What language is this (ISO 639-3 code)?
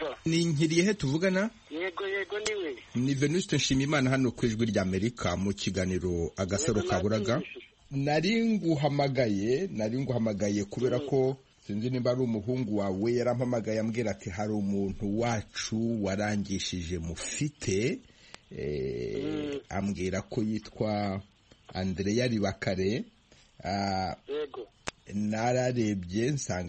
kin